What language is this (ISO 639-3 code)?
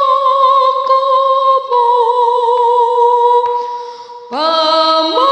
bbc